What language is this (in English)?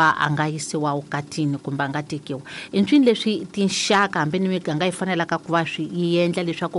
Tsonga